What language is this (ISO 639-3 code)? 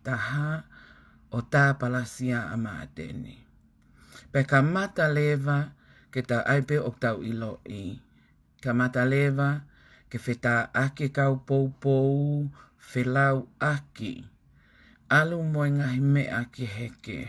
ton